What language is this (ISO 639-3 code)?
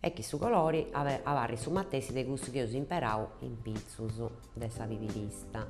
srd